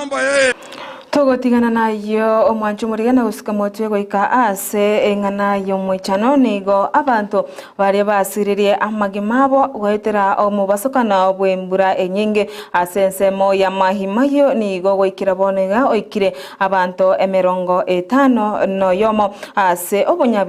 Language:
Gusii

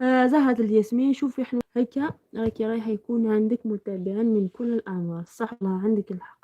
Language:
Algerian Arabic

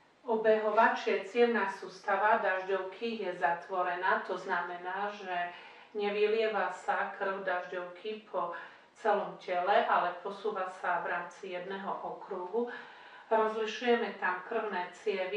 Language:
Slovak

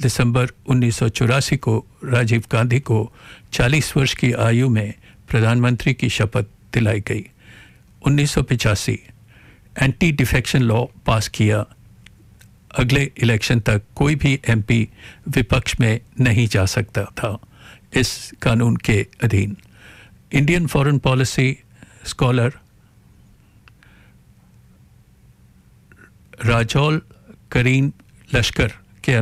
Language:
Hindi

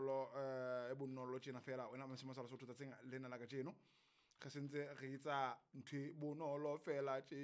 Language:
Southern Sotho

